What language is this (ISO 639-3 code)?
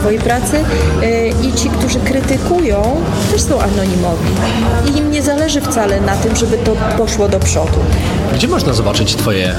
pol